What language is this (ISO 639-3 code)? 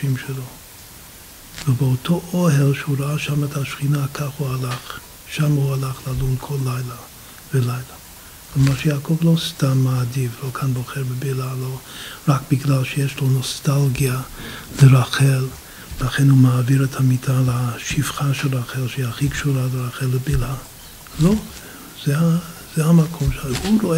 heb